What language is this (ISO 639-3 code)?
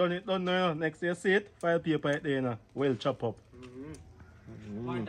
jam